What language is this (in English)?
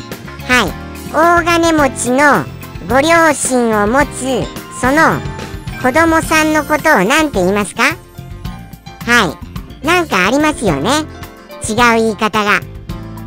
Japanese